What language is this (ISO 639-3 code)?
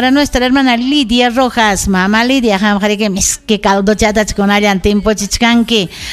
quy